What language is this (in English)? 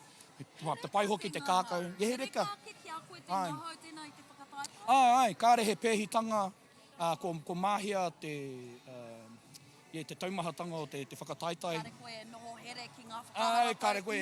Māori